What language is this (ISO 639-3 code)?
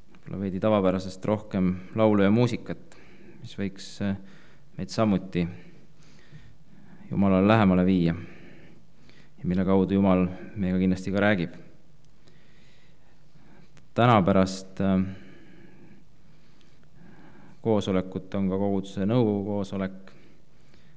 est